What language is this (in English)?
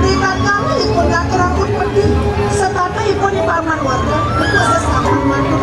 Balinese